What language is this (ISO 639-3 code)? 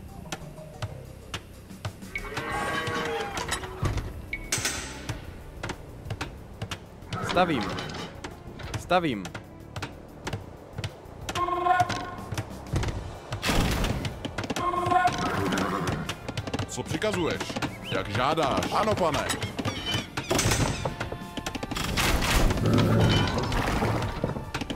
ces